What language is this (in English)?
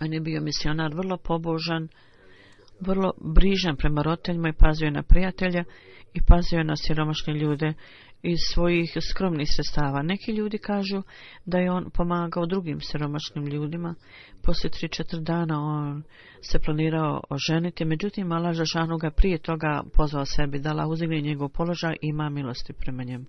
Bosnian